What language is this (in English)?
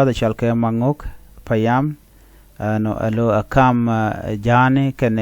Nuer